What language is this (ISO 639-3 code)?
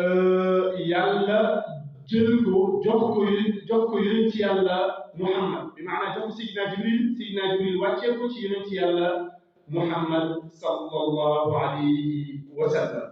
wol